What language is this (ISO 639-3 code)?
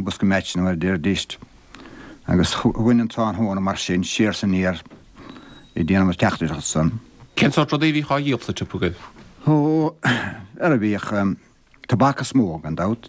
gle